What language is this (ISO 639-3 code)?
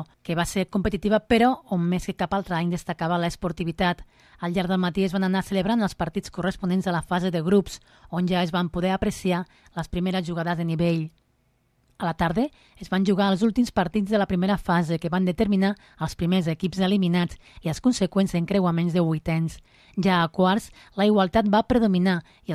cat